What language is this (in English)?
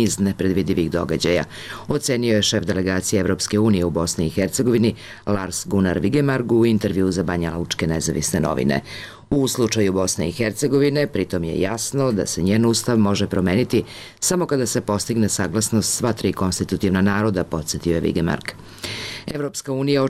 Serbian